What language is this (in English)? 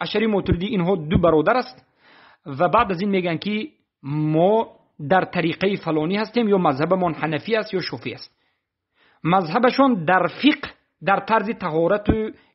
Tajik